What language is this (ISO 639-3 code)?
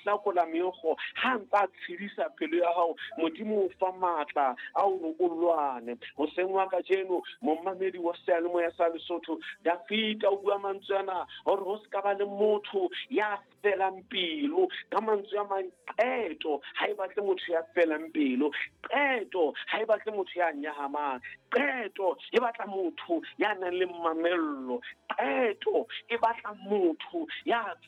sot